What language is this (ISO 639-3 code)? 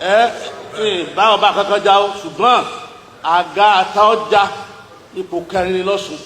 yor